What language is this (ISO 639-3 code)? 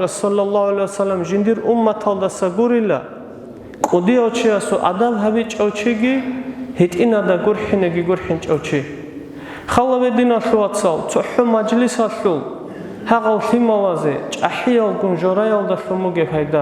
ava